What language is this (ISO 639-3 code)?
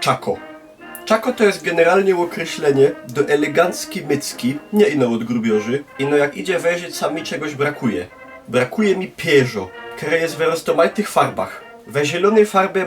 szl